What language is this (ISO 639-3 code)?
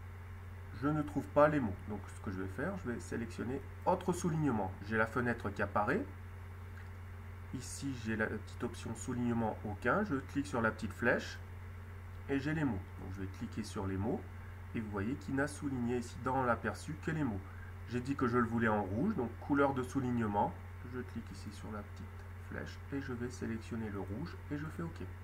fra